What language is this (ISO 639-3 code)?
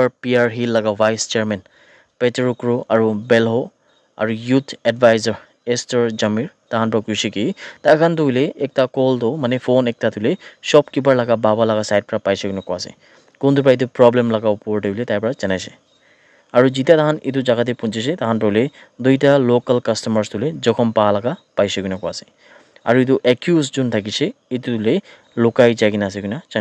nag